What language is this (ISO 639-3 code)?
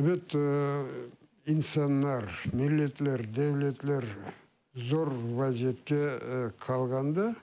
crh